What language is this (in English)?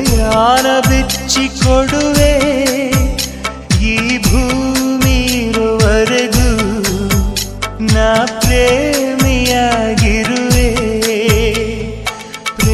Kannada